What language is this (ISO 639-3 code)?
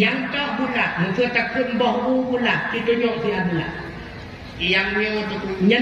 ace